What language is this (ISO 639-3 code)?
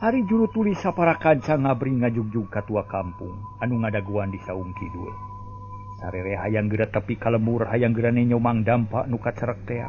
sun